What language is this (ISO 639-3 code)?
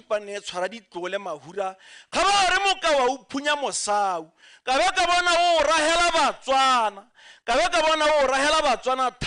tsn